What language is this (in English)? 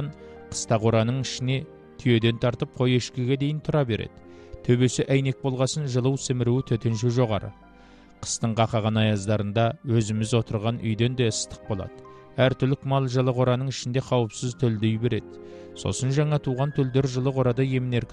Kazakh